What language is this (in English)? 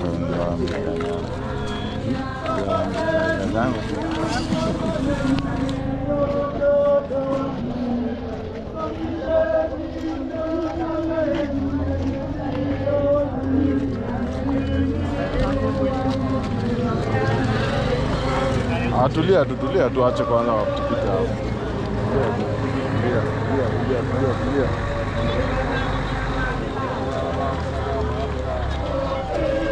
Swahili